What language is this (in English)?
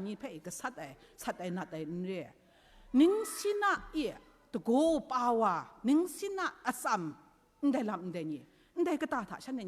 Kachin